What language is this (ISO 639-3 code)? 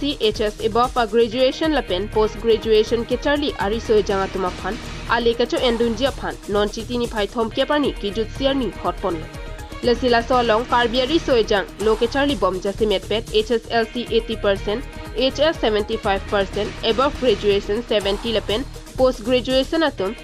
mjw